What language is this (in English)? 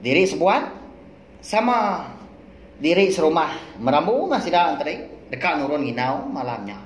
Iban